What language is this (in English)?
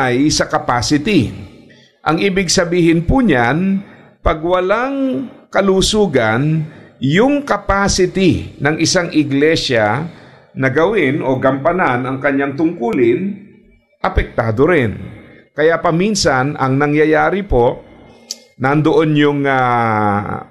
Filipino